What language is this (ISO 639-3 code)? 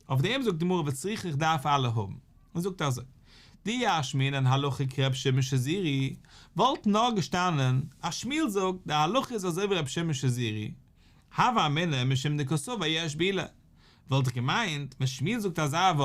yid